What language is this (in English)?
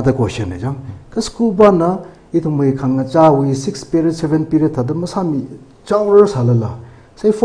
Tangkhul Naga (India)